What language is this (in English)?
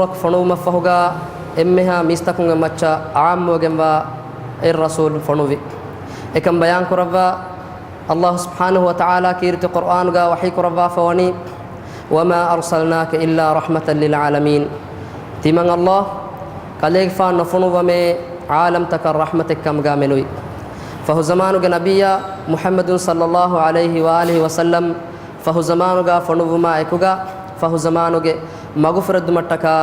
Divehi